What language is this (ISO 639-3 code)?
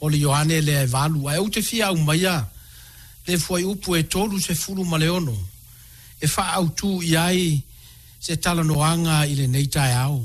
smo